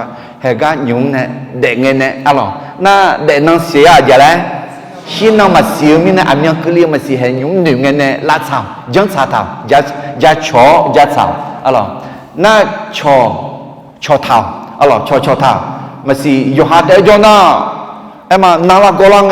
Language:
Akha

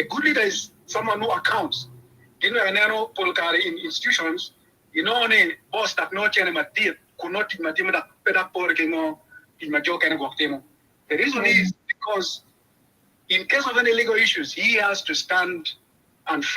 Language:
Acoli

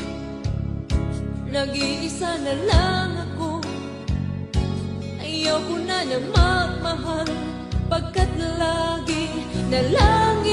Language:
Filipino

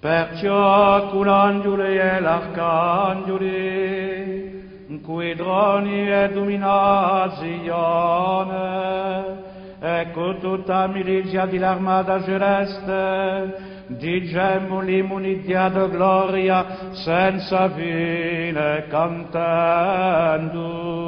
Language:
Corsican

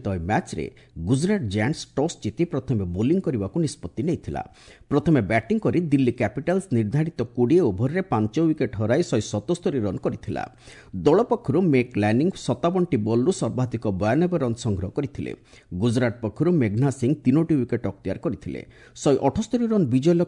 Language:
Odia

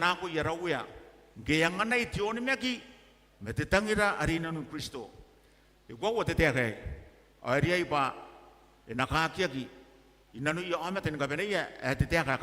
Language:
Gilbertese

